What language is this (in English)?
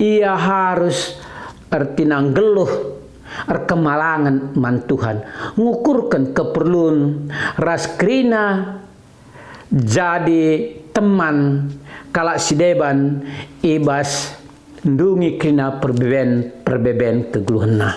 Batak Karo